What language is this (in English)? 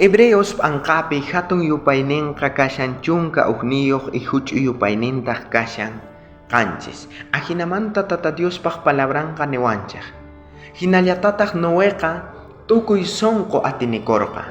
South Bolivian Quechua